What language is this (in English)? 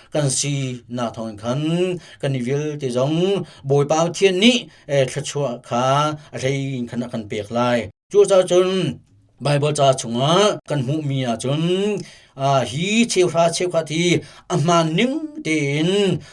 Hakha Chin